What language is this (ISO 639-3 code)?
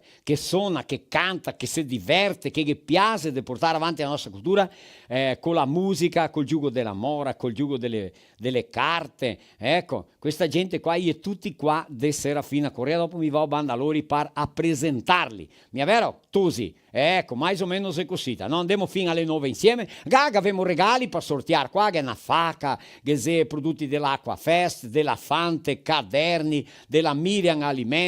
vec